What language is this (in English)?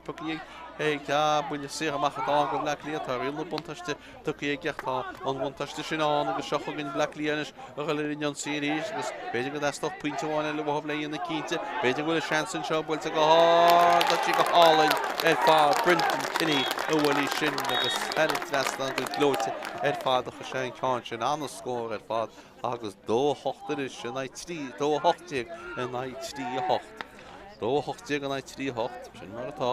Irish